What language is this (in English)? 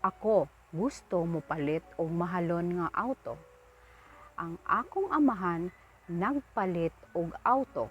Cebuano